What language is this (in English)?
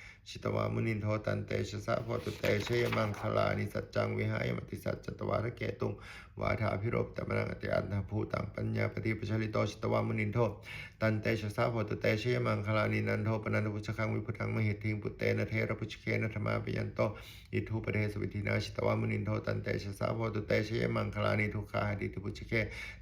Pali